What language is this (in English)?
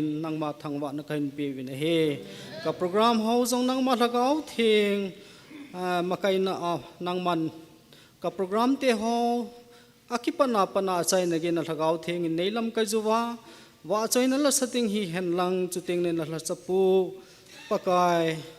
Thado Chin